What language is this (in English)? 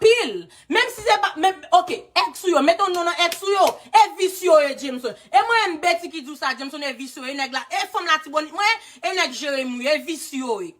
Haitian Creole